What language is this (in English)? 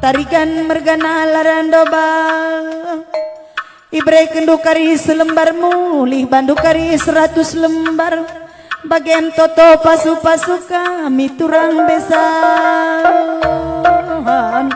Batak Karo